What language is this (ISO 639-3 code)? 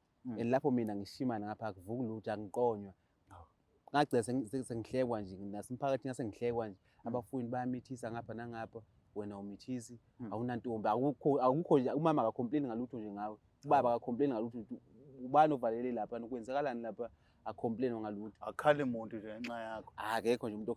zul